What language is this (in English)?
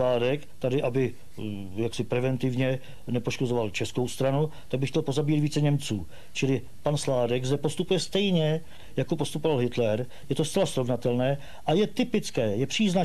Czech